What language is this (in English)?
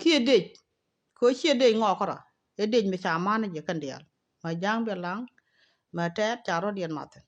Nuer